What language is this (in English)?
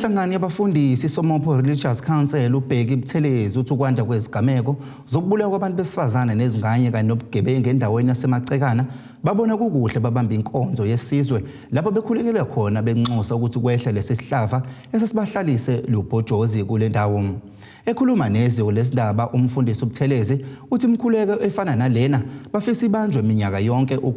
Zulu